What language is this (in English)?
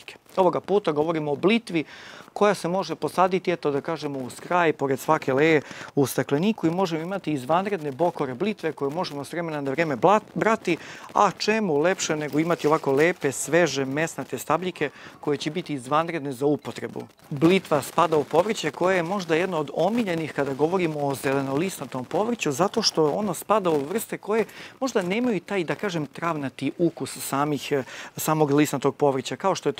Serbian